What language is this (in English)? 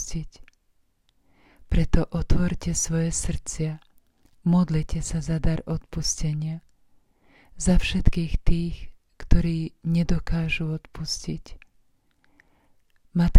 Slovak